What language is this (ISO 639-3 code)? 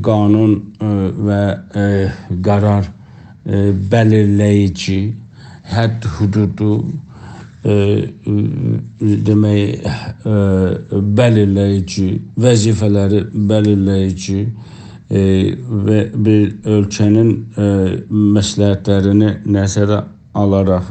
azb